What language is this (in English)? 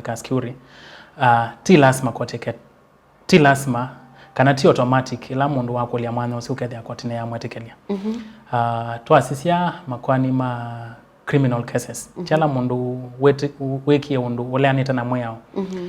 Kamba